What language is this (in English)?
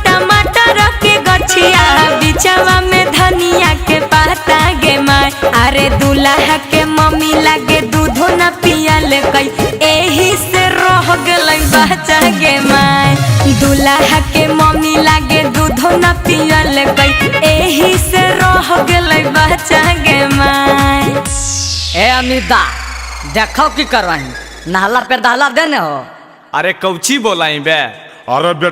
Magahi